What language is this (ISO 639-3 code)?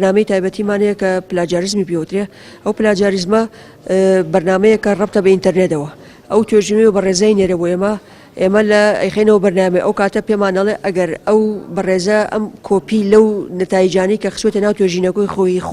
ckb